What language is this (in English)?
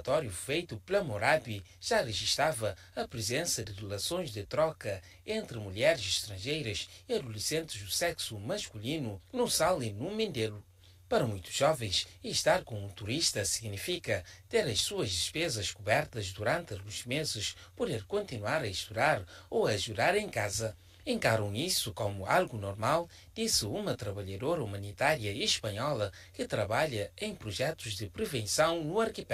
Kabuverdianu